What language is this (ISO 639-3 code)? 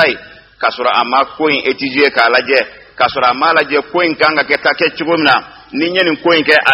bam